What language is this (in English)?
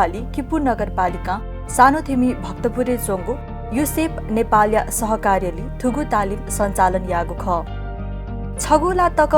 Newari